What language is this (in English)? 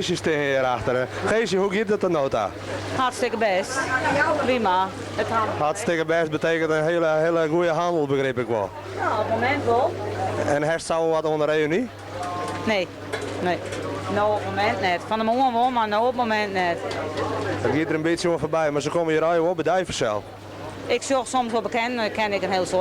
Western Frisian